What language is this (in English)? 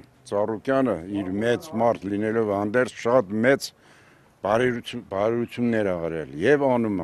Armenian